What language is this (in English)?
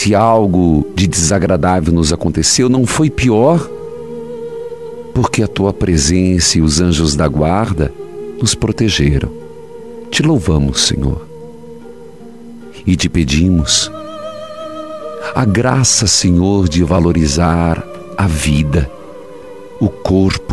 Portuguese